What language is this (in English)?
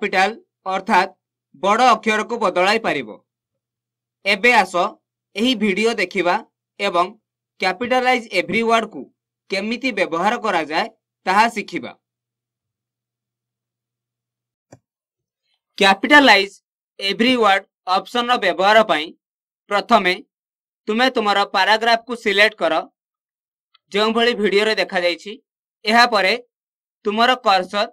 Odia